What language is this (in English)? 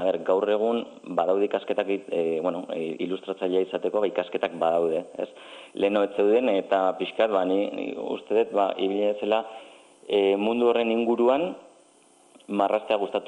Basque